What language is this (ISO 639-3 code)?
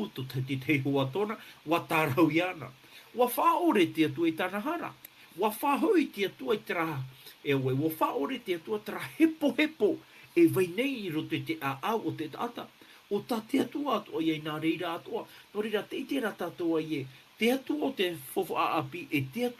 tah